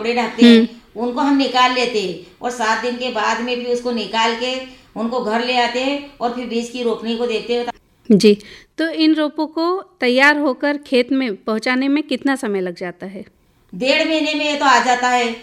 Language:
Hindi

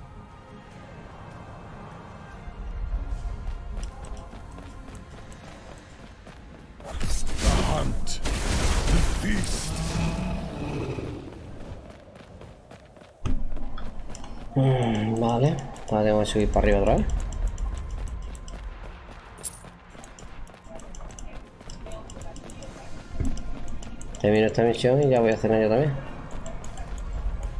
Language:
Spanish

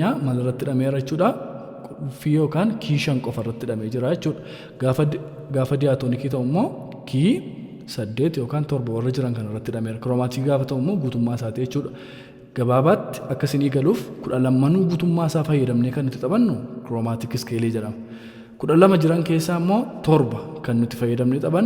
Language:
Oromo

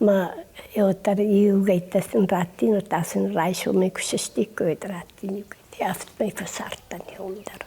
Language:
Ossetic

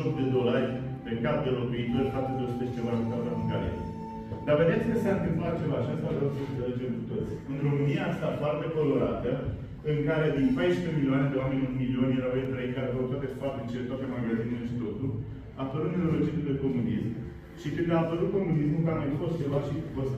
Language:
Romanian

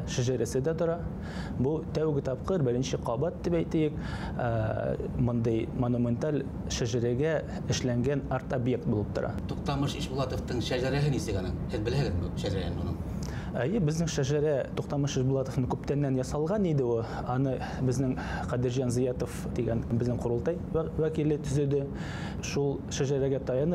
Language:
Bashkir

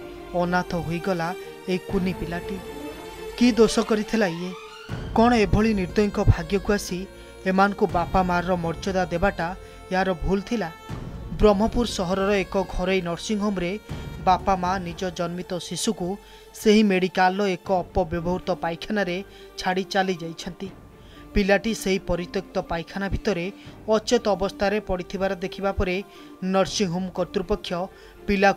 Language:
Odia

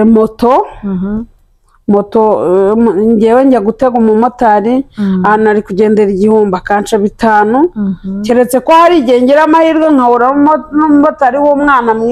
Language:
Kinyarwanda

